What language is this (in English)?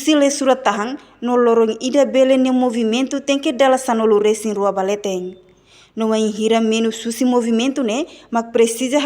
Tetum